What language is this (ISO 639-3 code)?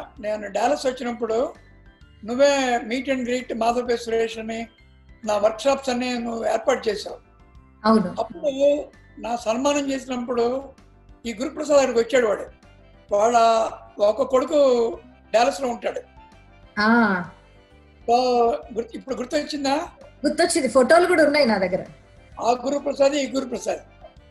tel